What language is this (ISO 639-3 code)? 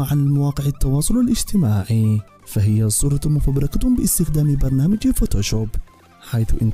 ara